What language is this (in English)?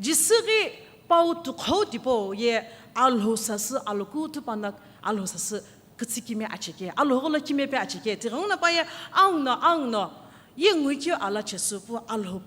Sumi Naga